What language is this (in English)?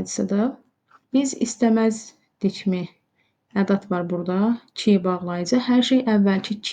Azerbaijani